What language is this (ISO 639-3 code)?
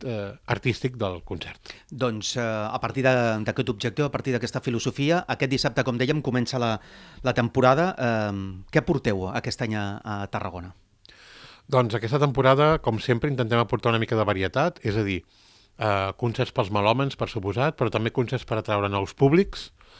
cat